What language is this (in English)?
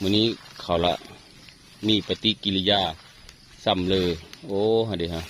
Northeastern Thai